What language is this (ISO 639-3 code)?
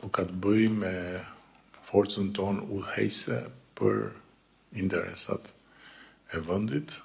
sqi